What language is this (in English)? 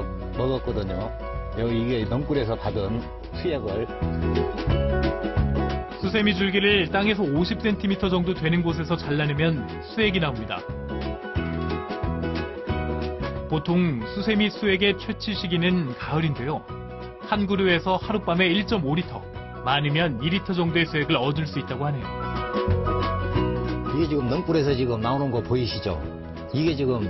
Korean